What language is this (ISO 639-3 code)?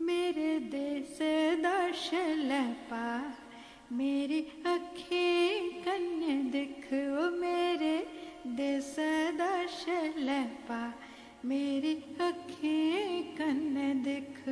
doi